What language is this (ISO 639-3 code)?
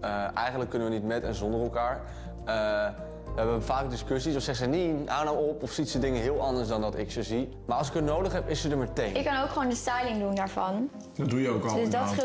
nld